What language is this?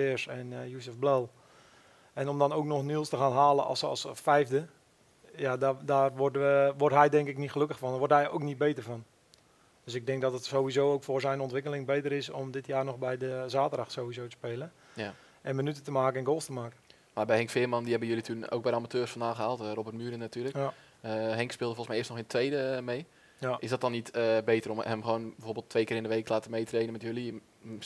Dutch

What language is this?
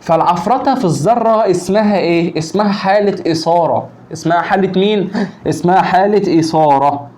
Egyptian Arabic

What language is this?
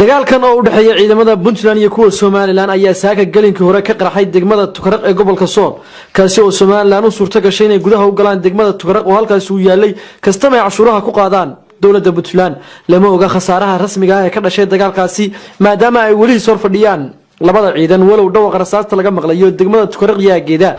Somali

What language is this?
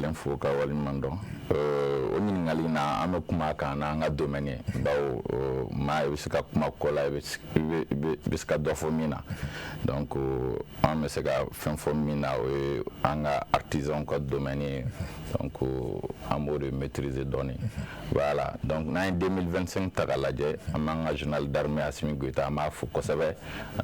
Bambara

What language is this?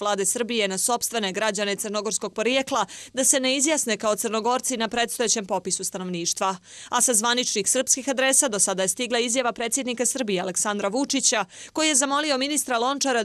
Croatian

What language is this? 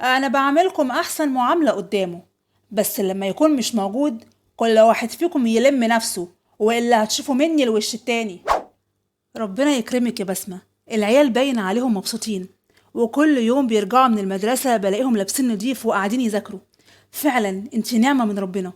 Egyptian Arabic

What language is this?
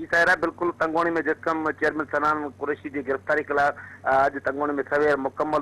Sindhi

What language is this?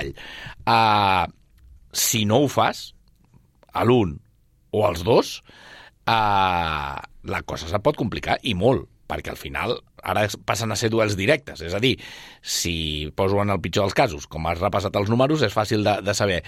Catalan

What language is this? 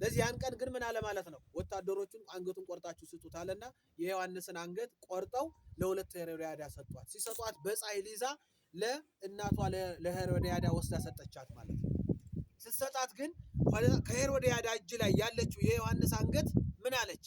Amharic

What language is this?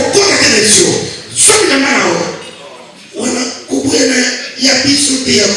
Lingala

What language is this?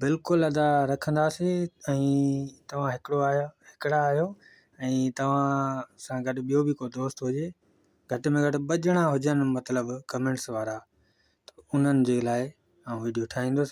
Sindhi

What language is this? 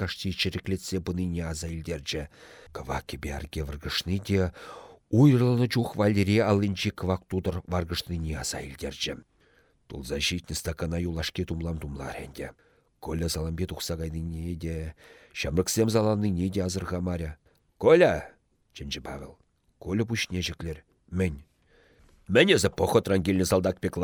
Chuvash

